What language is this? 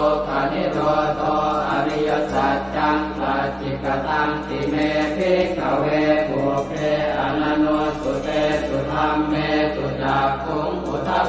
Pali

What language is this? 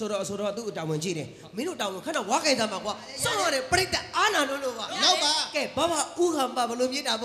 Burmese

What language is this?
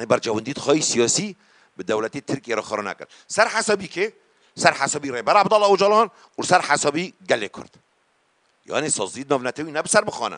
Kurdish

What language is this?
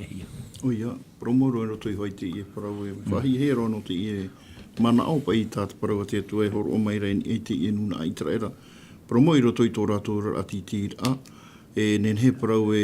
Tahitian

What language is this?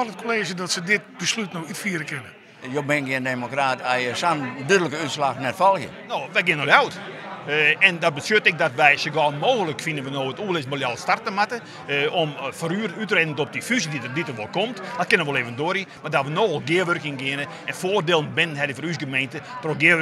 Western Frisian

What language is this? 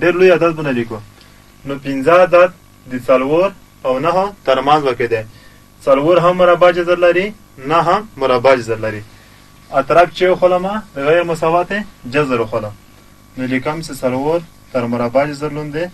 Pashto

